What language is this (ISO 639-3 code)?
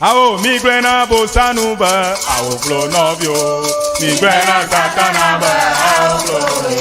ewe